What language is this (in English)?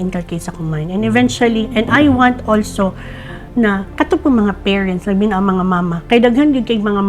Cebuano